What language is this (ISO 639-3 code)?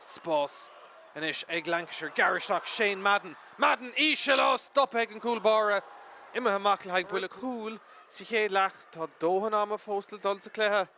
gle